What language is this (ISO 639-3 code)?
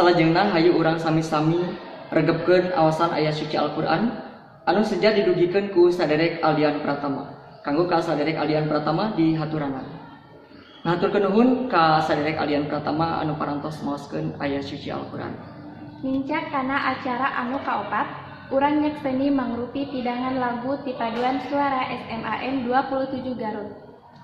sun